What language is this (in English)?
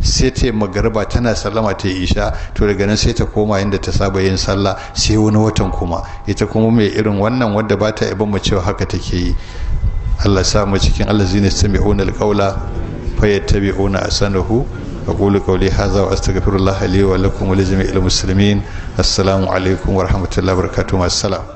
Hausa